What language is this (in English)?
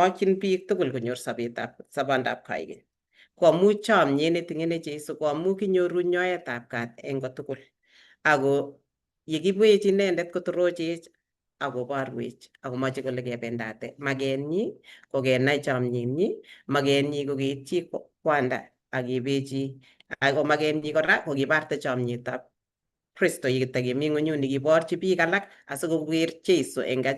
Kalenjin